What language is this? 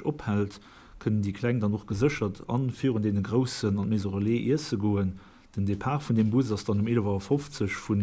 Luxembourgish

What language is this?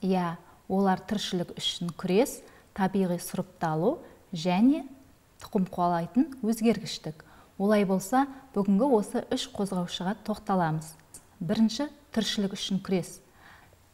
Kazakh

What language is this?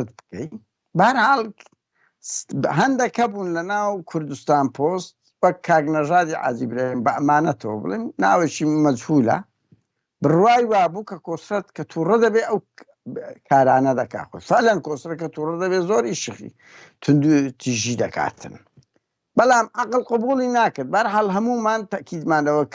Central Kurdish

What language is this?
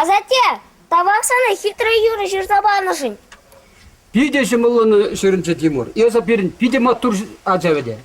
Chuvash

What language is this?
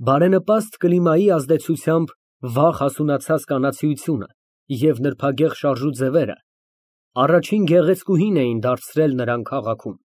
Armenian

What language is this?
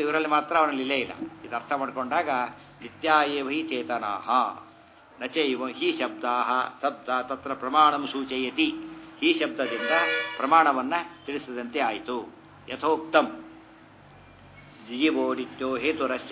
Kannada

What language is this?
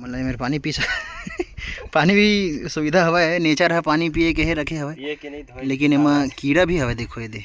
Chhattisgarhi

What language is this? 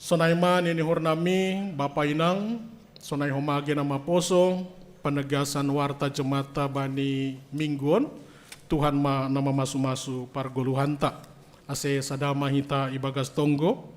Batak Simalungun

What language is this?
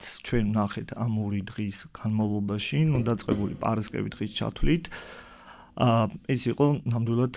Georgian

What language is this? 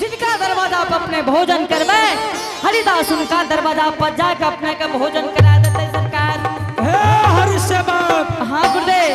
Angika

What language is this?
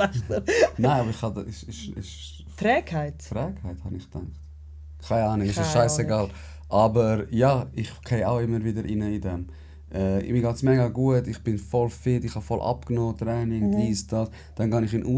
Swiss German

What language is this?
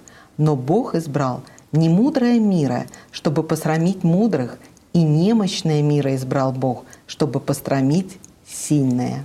Russian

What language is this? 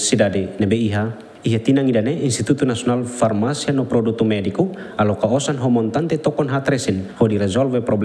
Tetum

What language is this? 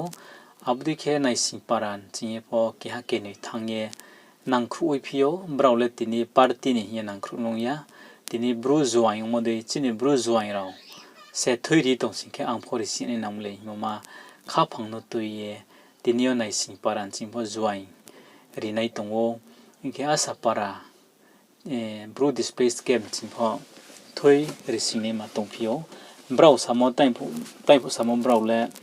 Riang (India)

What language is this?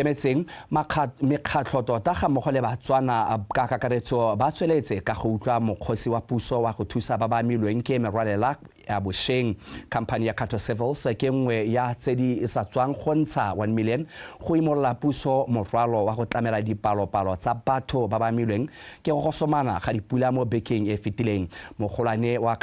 Tswana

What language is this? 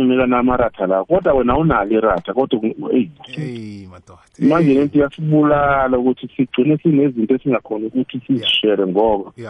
South Ndebele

